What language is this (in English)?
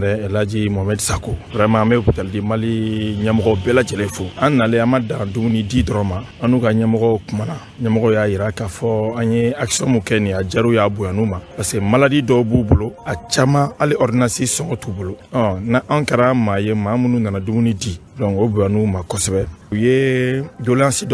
Bambara